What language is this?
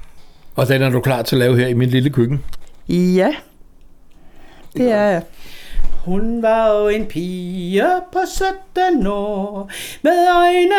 Danish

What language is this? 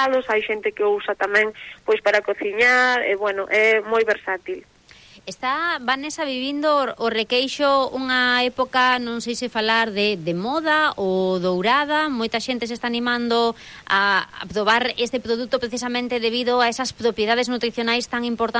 Galician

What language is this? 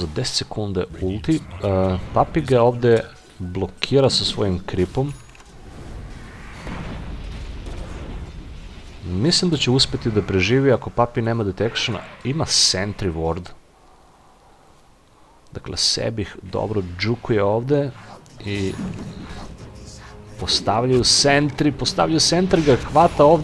Serbian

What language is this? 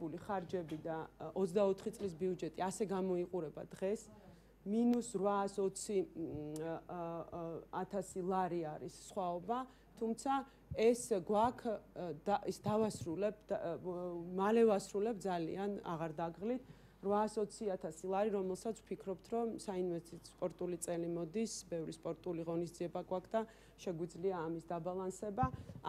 Georgian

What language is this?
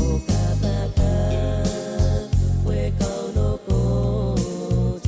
Pohnpeian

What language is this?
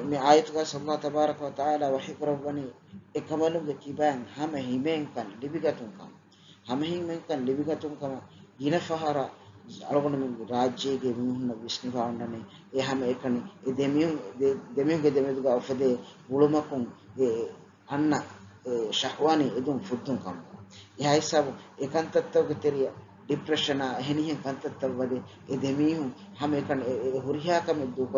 Divehi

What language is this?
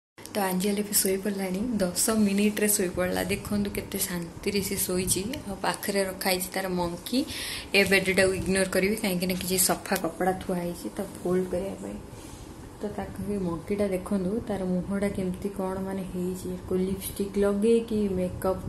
Odia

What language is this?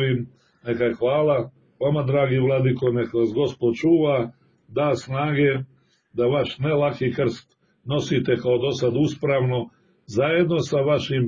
Serbian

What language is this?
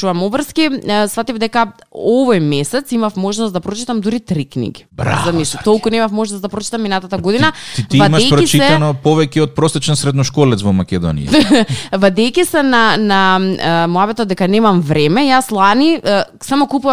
Macedonian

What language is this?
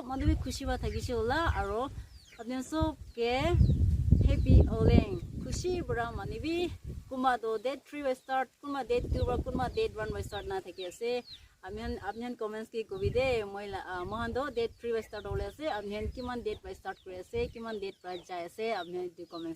Naga Pidgin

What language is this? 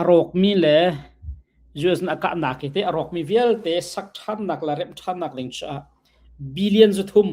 Hakha Chin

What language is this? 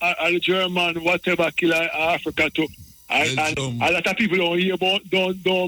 Jamaican Creole English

